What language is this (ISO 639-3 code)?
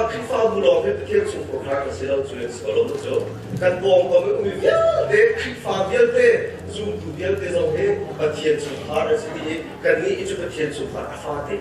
cnh